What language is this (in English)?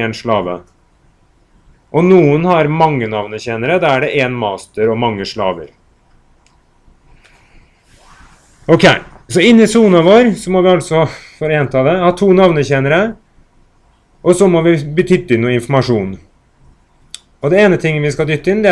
Norwegian